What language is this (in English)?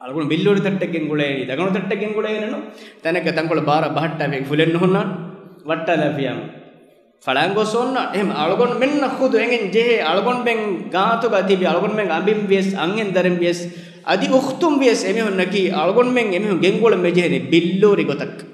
Divehi